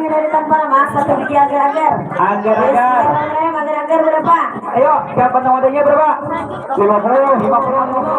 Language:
Banjar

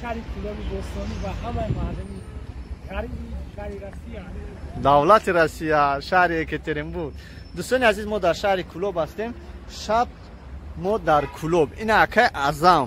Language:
Tajik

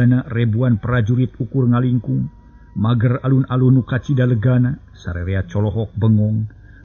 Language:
Sundanese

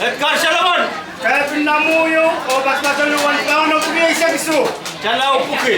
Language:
Pohnpeian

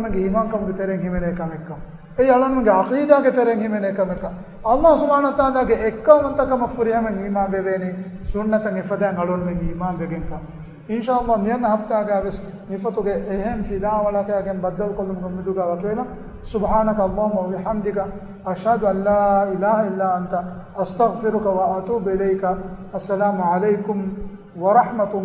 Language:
Divehi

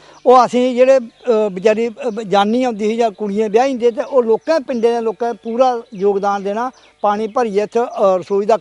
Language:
Dogri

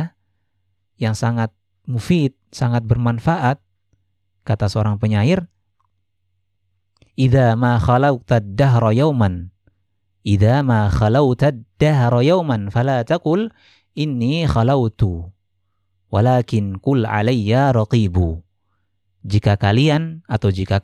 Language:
Indonesian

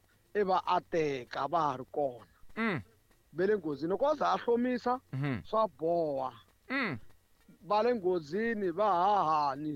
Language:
Tsonga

